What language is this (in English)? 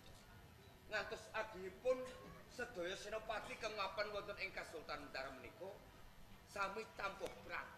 Javanese